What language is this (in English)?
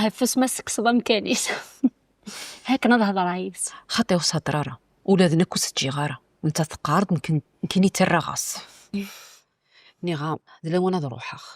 Kabyle